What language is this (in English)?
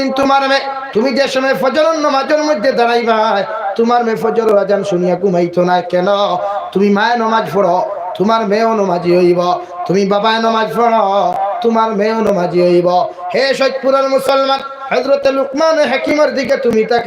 Sylheti